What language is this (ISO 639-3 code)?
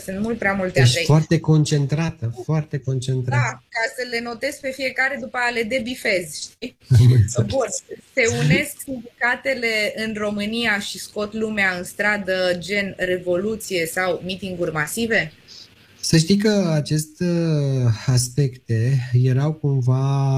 ron